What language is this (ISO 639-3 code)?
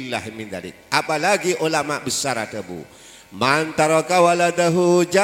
mad